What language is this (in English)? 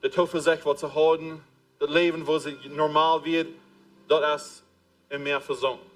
Plautdietsch